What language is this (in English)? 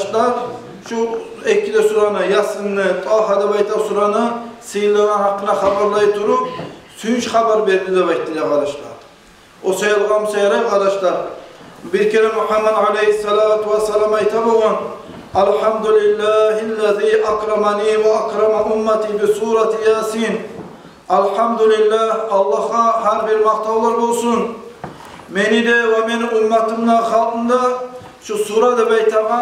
Kumyk